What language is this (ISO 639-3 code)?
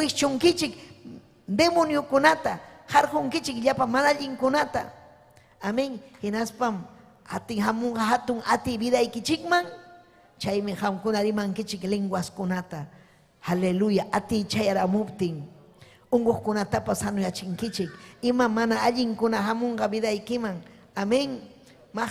quy